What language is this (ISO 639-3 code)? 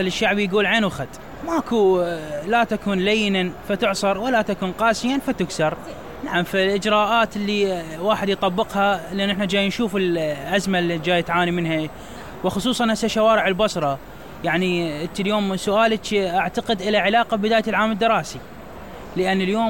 acm